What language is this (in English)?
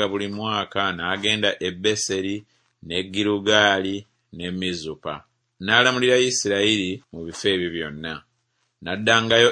Ganda